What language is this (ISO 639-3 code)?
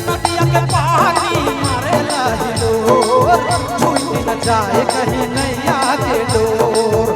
sck